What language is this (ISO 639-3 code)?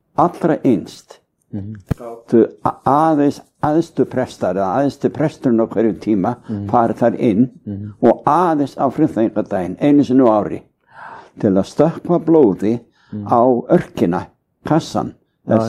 isl